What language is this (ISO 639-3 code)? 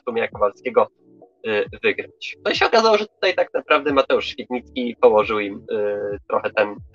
pol